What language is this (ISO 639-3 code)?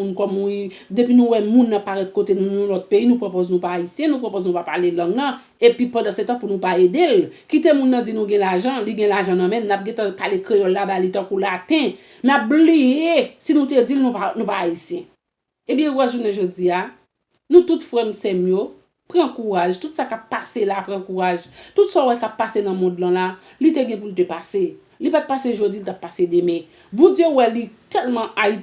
hat